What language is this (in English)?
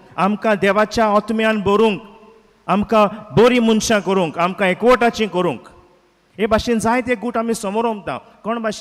Konkani